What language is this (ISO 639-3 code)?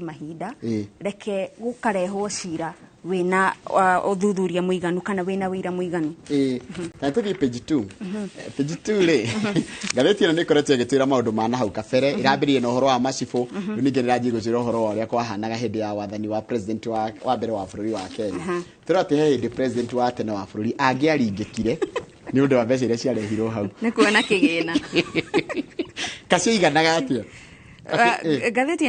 kik